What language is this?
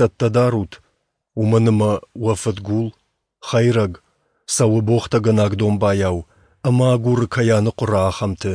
Ossetic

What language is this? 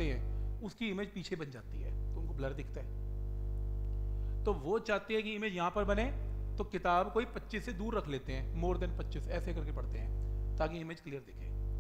Hindi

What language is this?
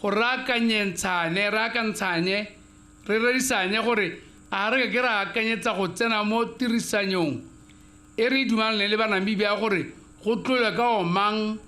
Tswana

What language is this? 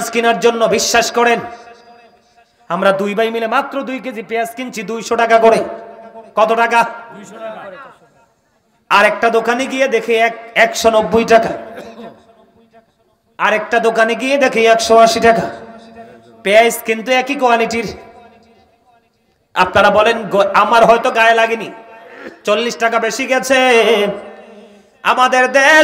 Bangla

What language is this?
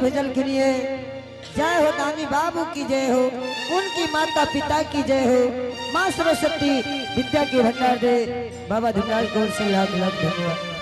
Angika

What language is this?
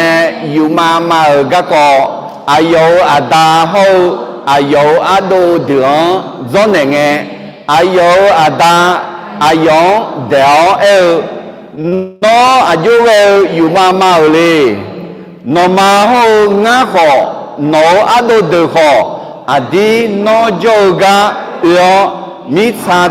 Akha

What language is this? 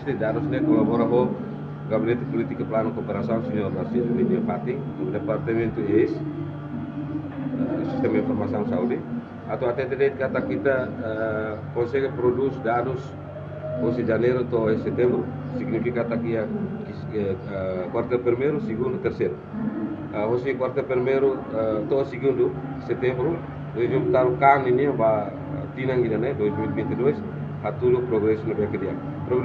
Tetum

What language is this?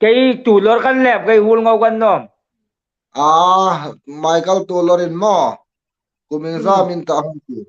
Hmar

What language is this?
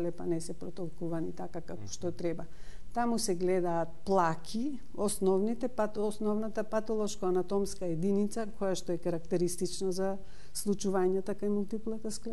Macedonian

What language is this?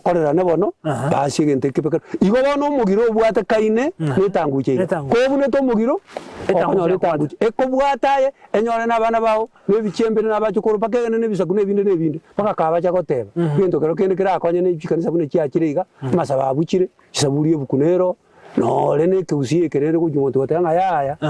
Gusii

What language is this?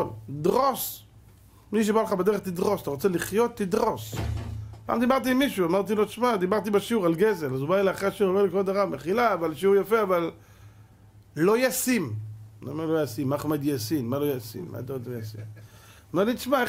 Hebrew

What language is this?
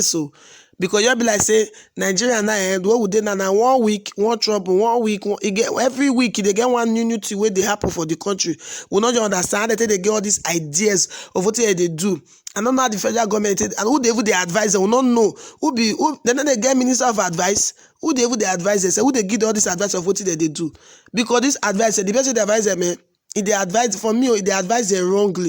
Nigerian Pidgin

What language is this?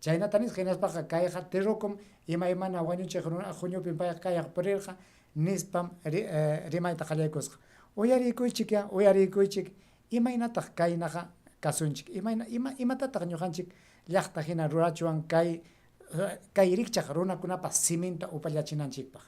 Ayacucho Quechua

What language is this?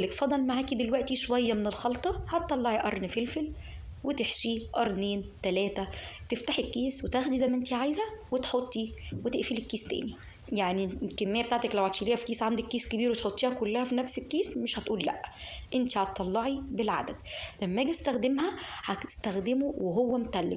Egyptian Arabic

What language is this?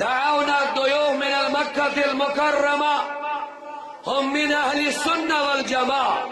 Kashmiri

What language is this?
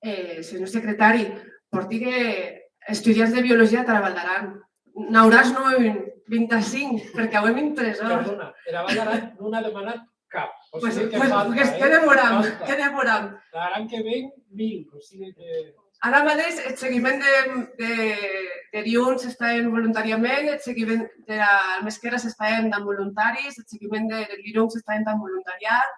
Occitan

